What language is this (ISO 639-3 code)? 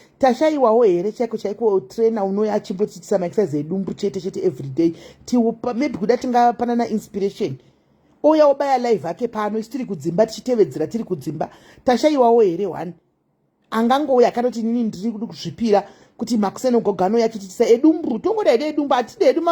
sna